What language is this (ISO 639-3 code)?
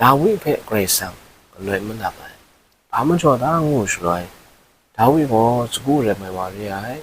kac